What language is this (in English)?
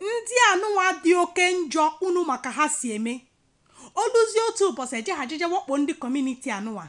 Igbo